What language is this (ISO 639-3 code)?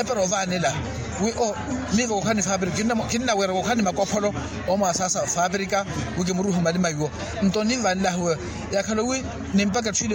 vmw